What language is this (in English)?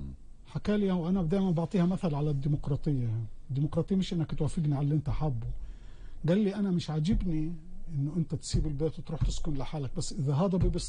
North Levantine Arabic